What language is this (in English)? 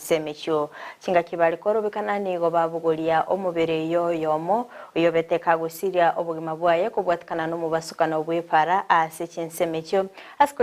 Gusii